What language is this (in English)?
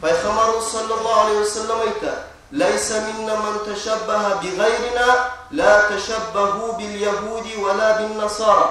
Kumyk